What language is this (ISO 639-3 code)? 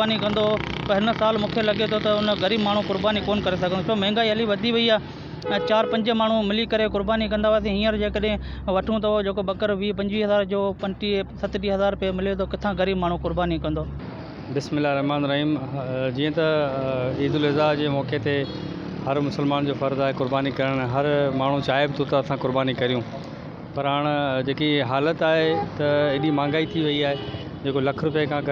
snd